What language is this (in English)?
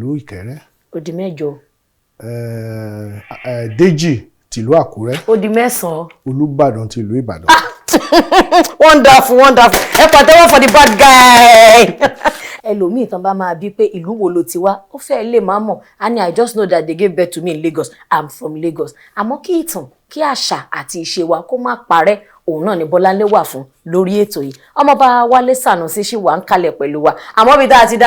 Yoruba